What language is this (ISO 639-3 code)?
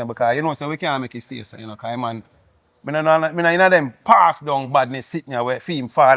jam